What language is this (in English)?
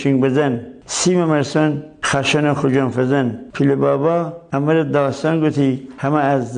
Gilaki